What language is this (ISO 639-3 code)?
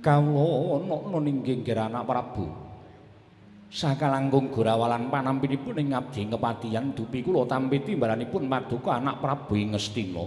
jav